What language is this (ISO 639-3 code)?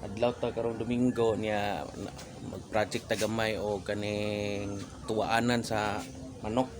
ceb